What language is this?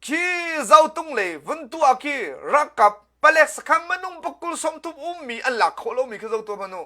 Hakha Chin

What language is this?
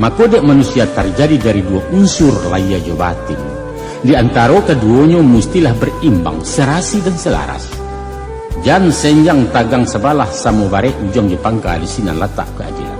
Minangkabau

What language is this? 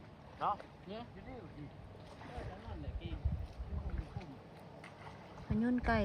Lao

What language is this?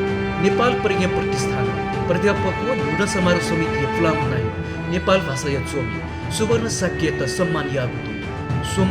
Newari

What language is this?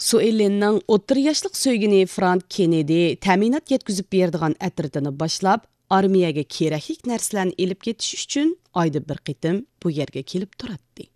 Uyghur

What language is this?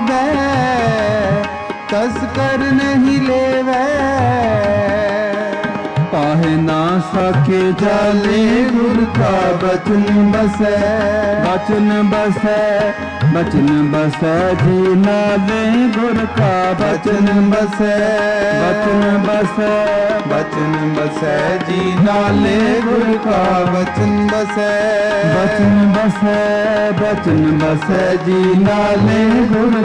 Punjabi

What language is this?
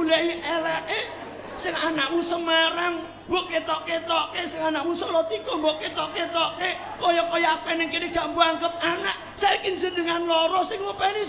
Javanese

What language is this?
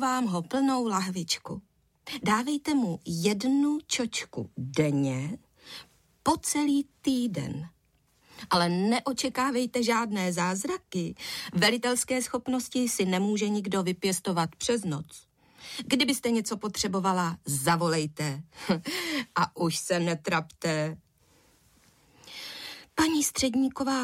Czech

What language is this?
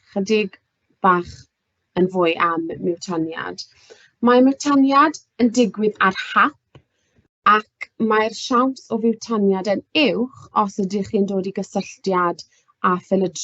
Welsh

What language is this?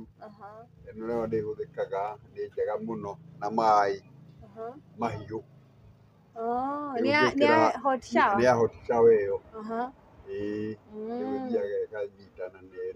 Kikuyu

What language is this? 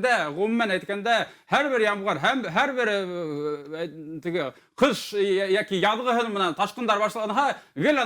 Bashkir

